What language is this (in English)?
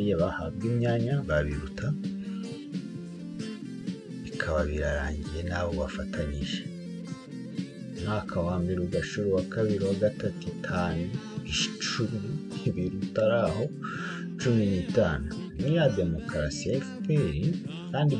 Kinyarwanda